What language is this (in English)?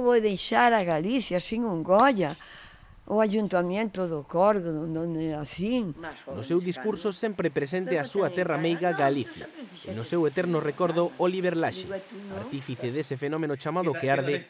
Galician